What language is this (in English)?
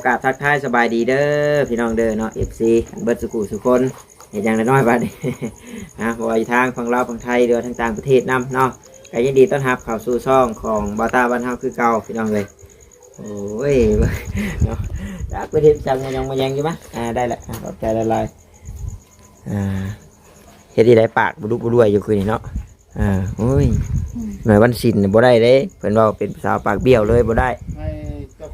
Northeastern Thai